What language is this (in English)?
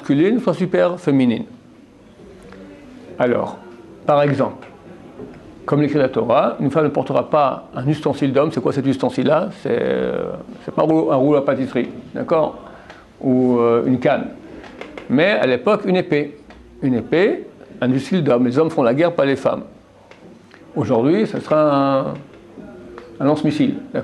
French